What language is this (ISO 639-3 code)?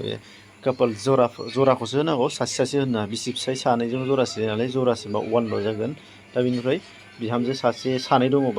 brx